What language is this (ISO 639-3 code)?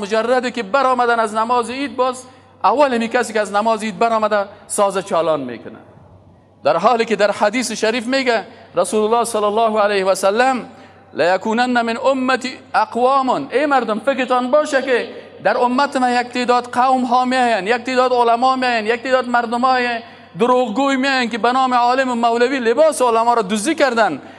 fas